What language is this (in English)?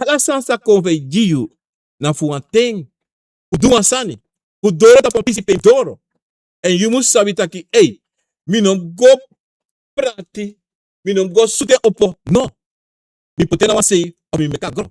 Sranan Tongo